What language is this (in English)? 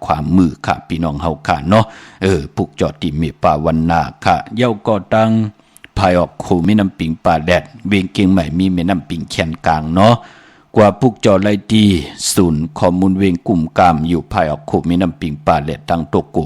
Shan